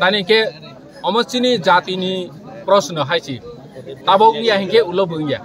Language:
Kok Borok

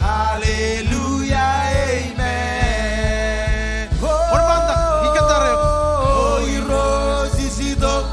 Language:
Marshallese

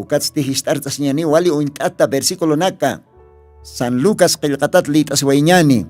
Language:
Aymara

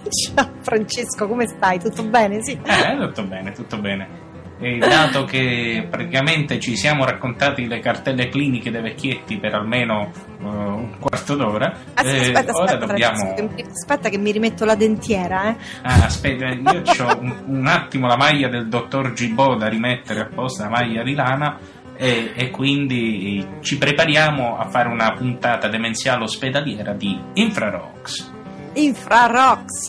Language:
Italian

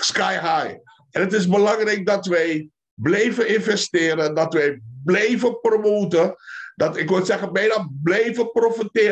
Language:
Dutch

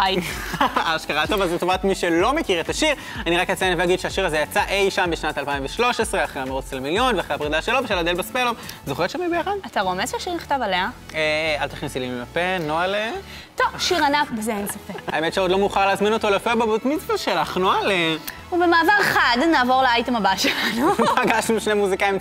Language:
Hebrew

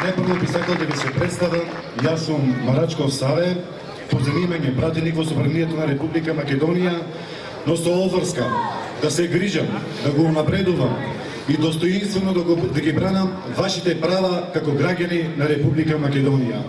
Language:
Macedonian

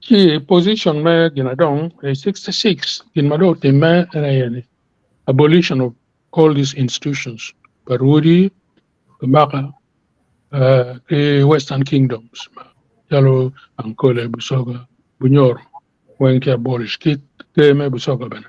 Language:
Acoli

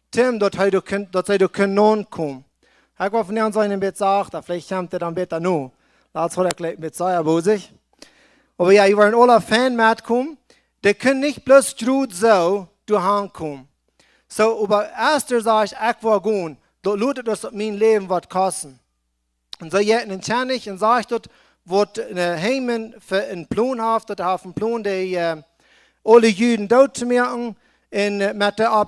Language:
Plautdietsch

